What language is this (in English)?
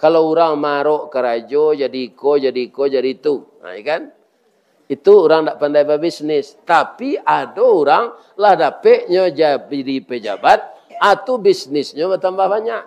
Minangkabau